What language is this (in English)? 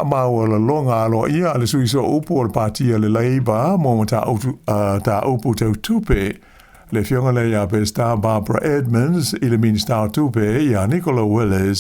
Samoan